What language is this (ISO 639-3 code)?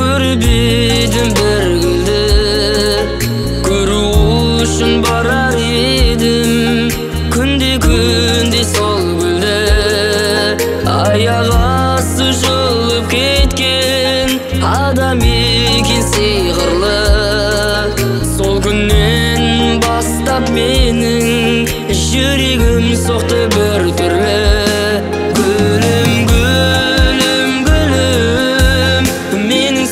kaz